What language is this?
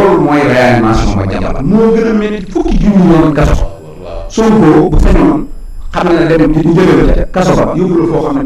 Wolof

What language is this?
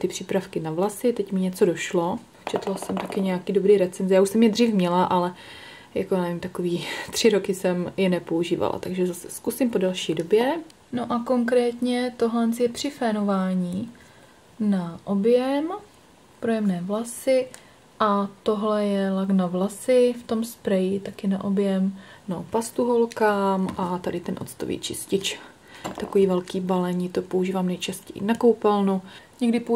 Czech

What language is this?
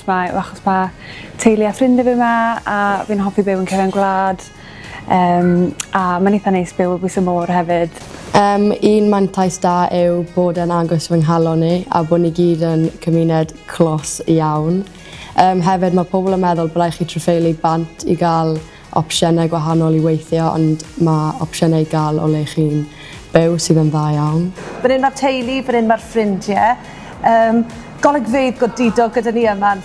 Welsh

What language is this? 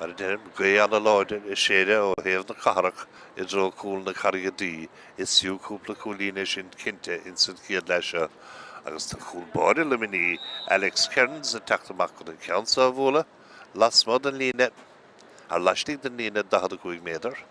Irish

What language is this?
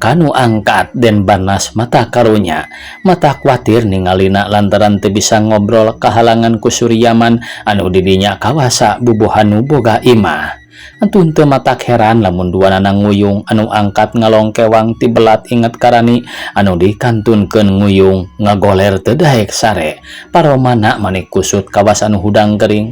Sundanese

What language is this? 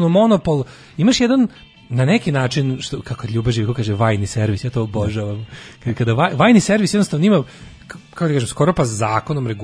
Serbian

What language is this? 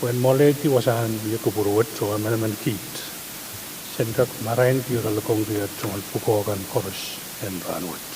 Pohnpeian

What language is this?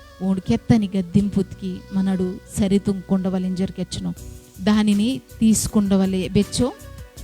Koya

